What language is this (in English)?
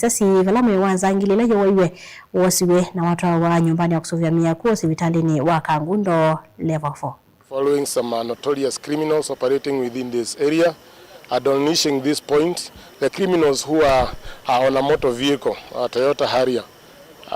Kamba